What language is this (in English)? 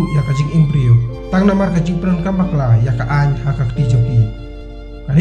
Khasi